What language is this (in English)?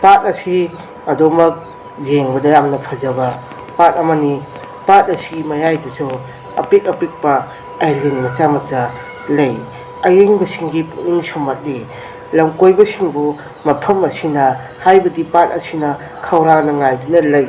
Manipuri